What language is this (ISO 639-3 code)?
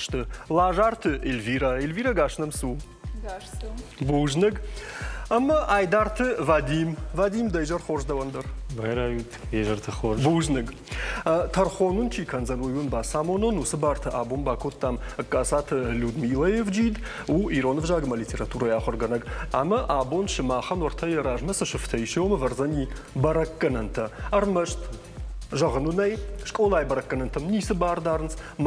oss